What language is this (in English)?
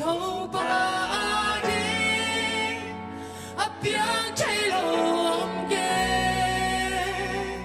Tedim Chin